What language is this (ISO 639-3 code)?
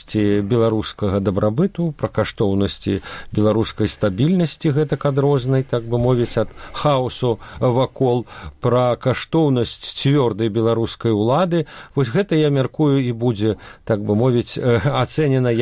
bel